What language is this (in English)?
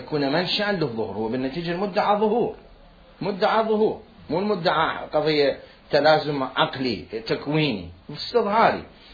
Mesopotamian Arabic